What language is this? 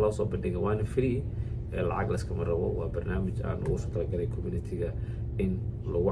Somali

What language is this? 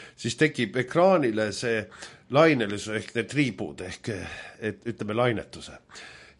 Estonian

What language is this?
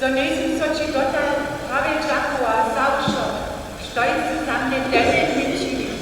Upper Sorbian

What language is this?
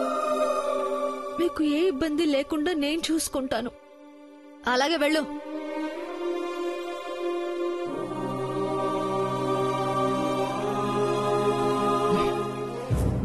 Telugu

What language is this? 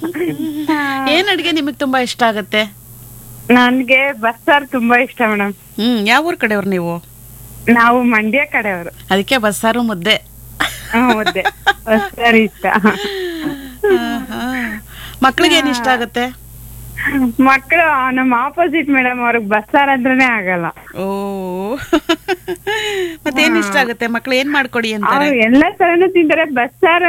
Kannada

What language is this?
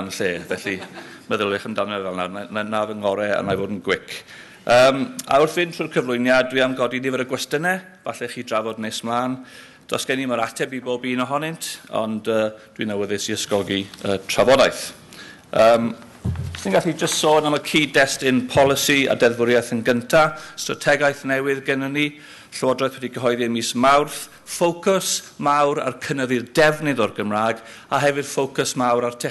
Welsh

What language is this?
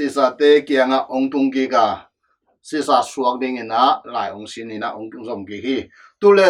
Tedim Chin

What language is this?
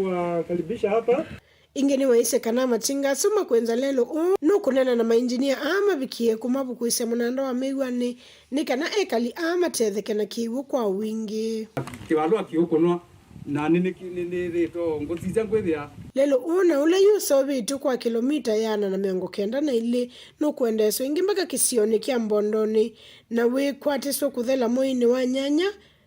Kamba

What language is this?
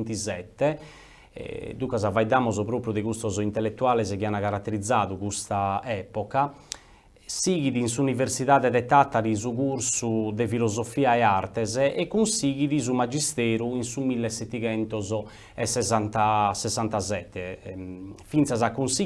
Sardinian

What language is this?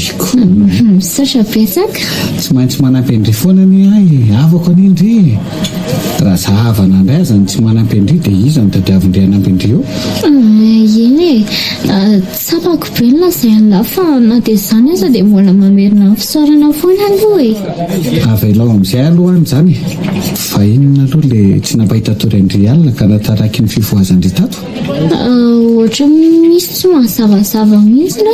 Malagasy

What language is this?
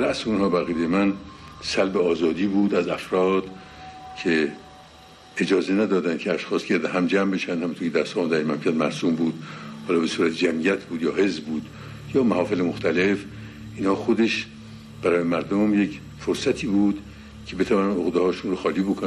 Persian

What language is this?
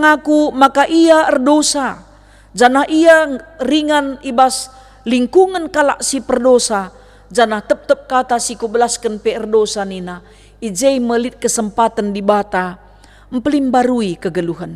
Batak Karo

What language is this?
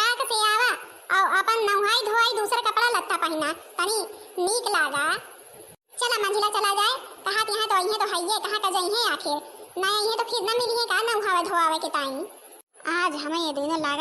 Awadhi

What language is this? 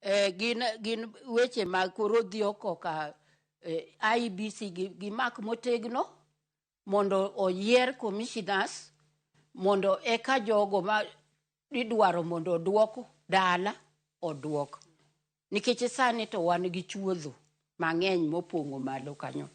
Luo (Kenya and Tanzania)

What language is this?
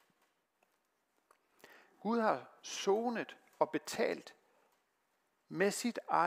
Danish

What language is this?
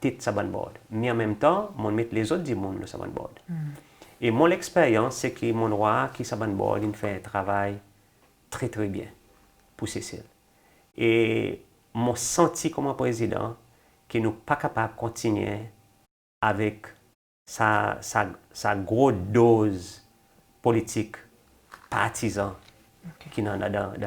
Seselwa Creole French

